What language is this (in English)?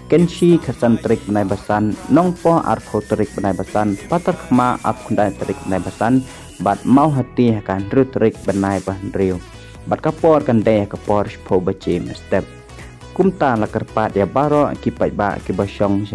Khasi